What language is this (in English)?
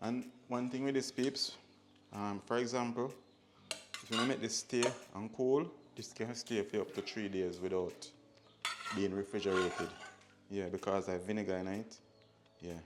Jamaican Creole English